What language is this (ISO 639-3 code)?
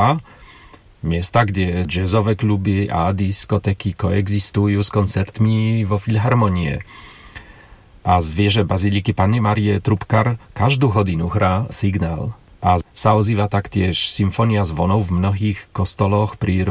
slk